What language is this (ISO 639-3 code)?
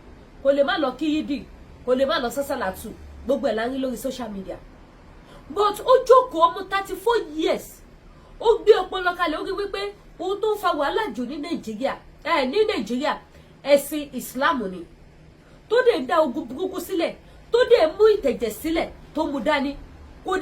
yor